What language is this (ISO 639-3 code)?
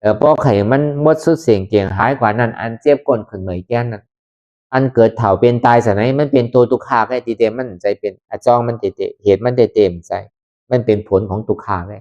khb